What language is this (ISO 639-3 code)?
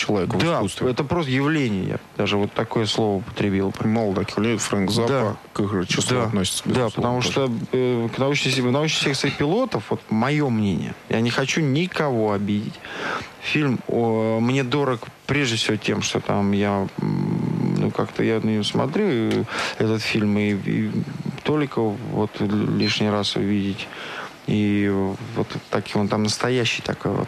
rus